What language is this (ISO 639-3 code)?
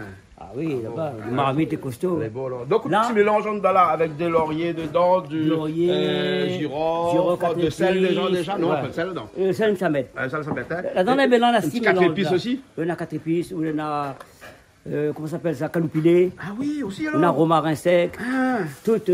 rcf